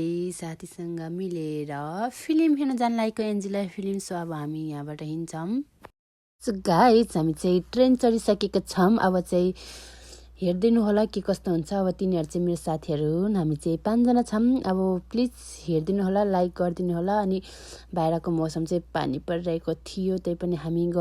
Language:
Nepali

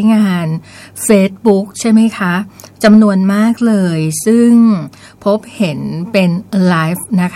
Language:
Thai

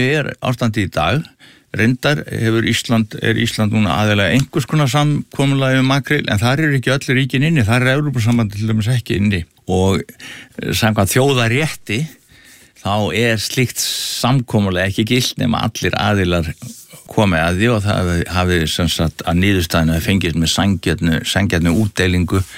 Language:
Icelandic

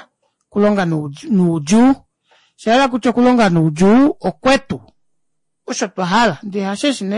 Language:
Kuanyama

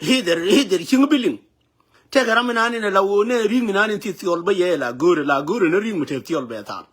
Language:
Nuer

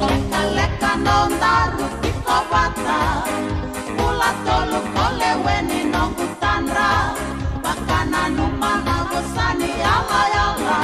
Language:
Fijian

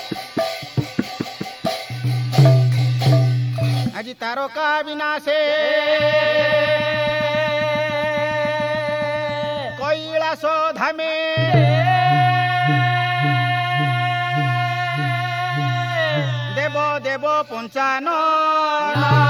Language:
Odia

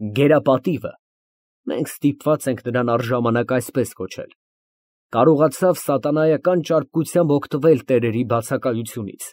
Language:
Armenian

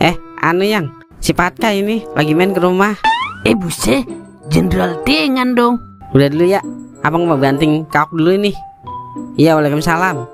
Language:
Betawi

